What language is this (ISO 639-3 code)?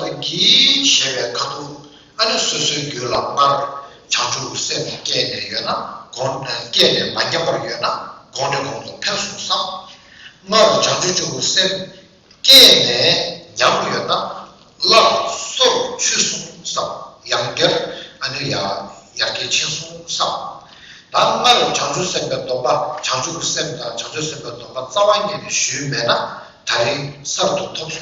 bod